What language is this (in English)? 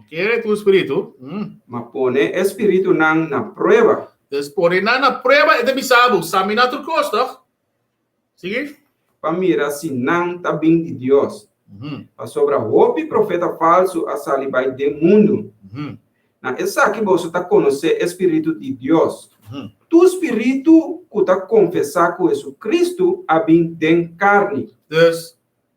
Papiamento